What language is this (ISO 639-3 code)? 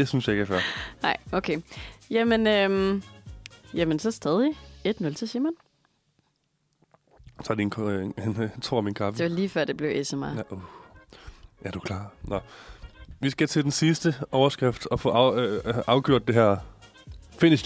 dan